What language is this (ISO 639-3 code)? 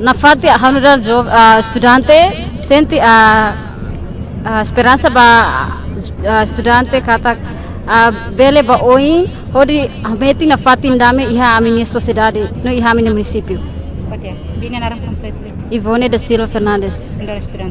tet